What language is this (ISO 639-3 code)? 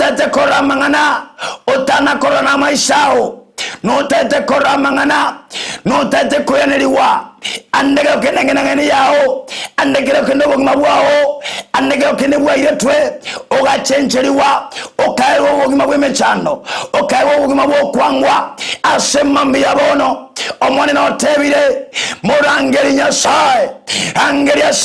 guz